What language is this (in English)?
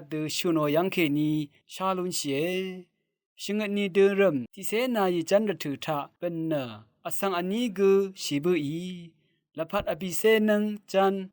Rawang